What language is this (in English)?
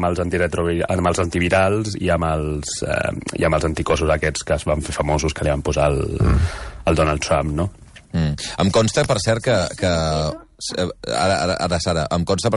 Catalan